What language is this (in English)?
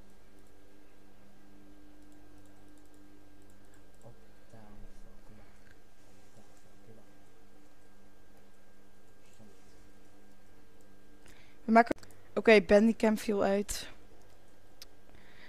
Dutch